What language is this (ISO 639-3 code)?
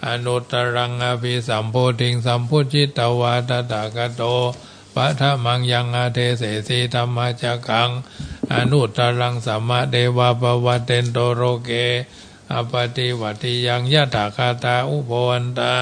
pli